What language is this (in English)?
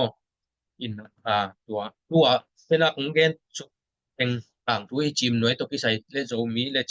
Tedim Chin